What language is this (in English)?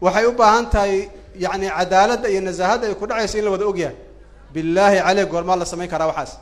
Somali